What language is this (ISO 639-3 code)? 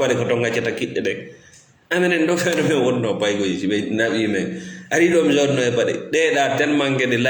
ful